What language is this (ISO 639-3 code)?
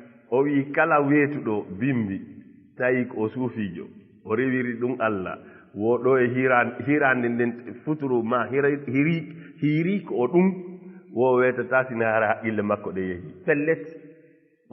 ful